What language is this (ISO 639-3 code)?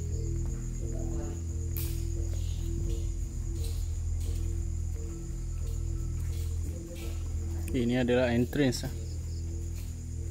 msa